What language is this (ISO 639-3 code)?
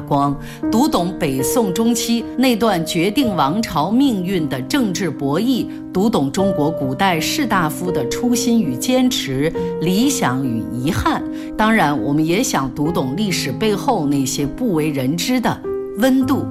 zho